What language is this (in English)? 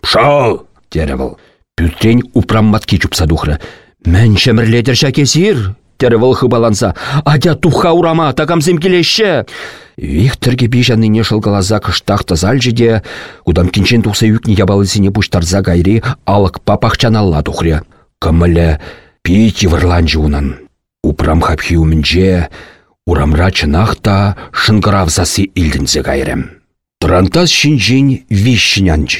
Chuvash